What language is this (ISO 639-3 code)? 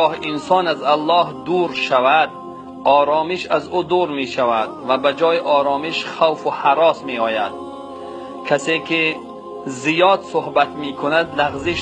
tgk